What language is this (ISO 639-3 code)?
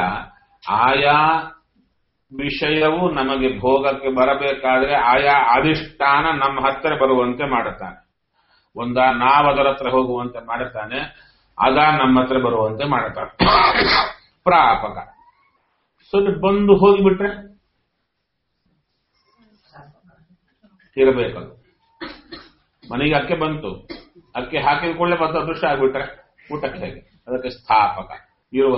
kan